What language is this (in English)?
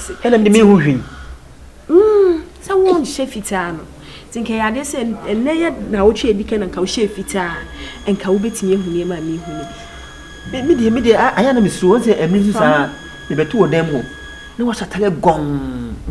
Akan